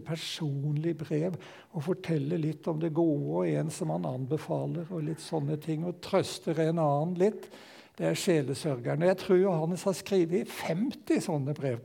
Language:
Norwegian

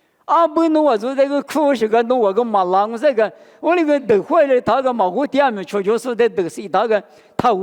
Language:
Lisu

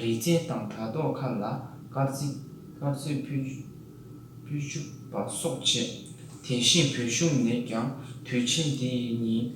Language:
Tibetan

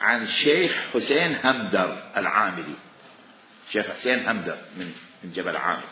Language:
Mesopotamian Arabic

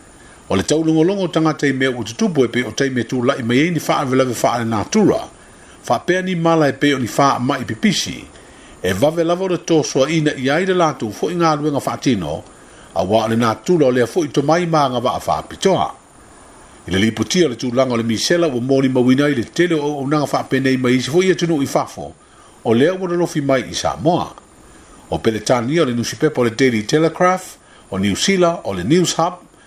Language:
Samoan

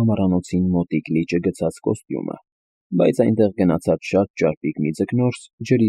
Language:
Armenian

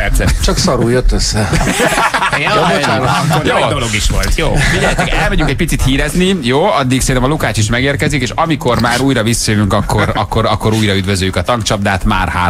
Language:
Hungarian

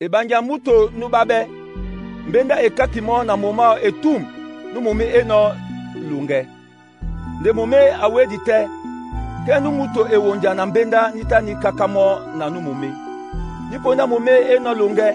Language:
Duala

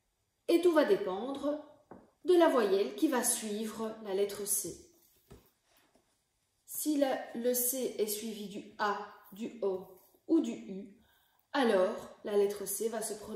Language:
French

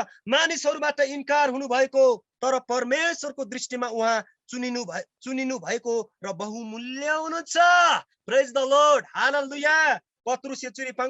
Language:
Eastern Tamang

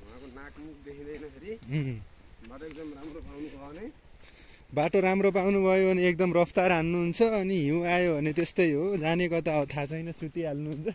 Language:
Nepali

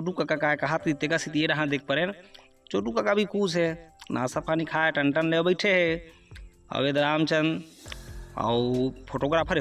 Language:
Chhattisgarhi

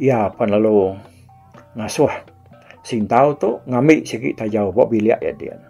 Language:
Iban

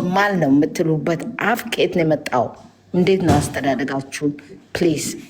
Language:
Amharic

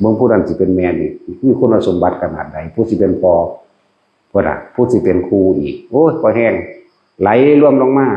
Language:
Northeastern Thai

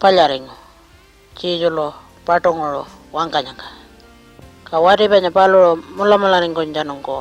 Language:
Pitjantjatjara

